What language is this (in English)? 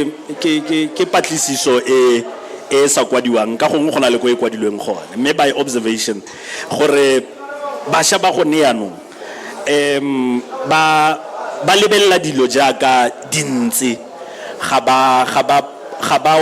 Tswana